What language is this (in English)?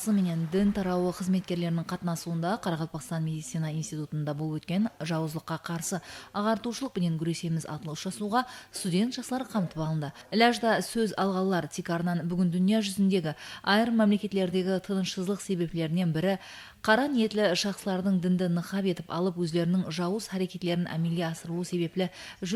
Kara-Kalpak